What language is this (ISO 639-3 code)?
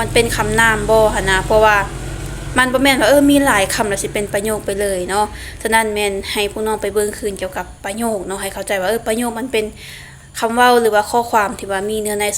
lao